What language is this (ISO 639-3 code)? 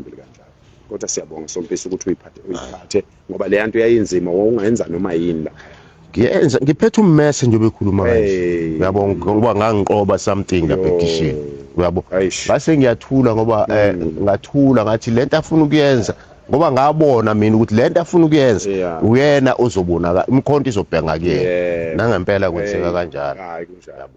zul